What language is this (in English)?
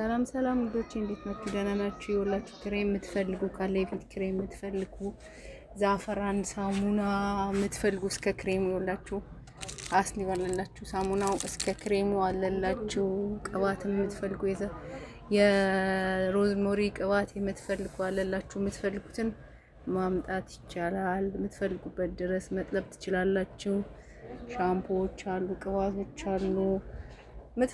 Amharic